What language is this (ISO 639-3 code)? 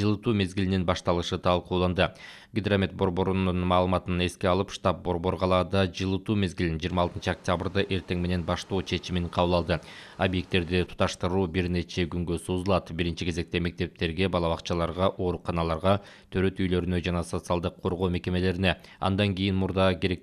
kir